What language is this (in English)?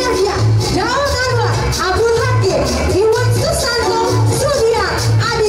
Betawi